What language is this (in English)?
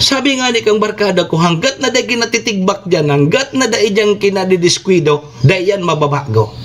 Bikol